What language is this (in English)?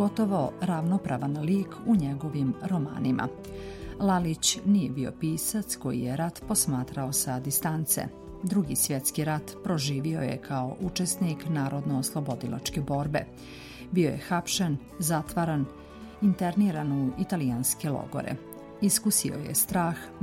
Serbian